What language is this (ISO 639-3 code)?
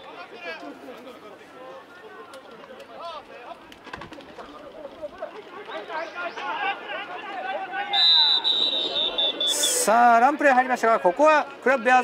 jpn